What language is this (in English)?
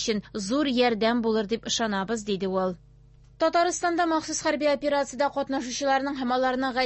Tatar